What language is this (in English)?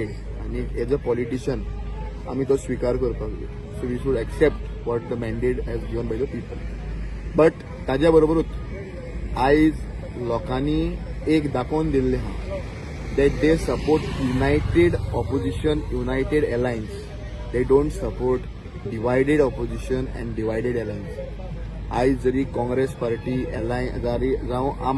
Konkani